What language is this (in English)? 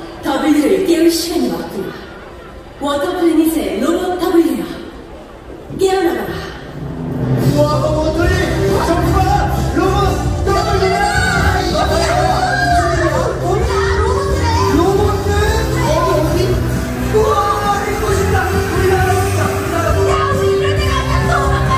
Korean